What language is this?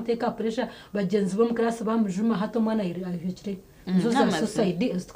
Nyankole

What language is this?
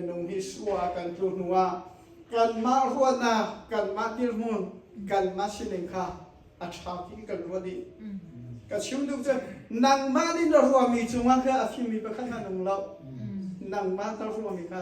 Hakha Chin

